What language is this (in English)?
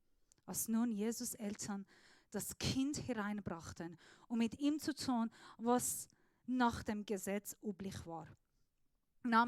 Swiss German